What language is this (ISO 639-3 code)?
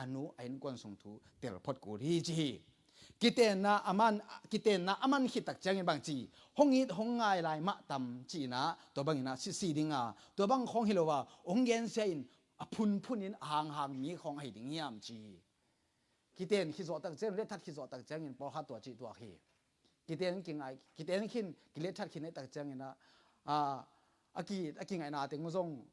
ctd